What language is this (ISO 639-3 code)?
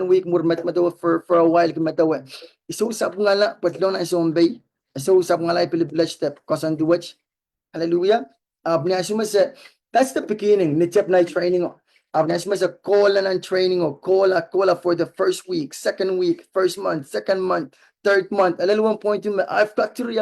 pon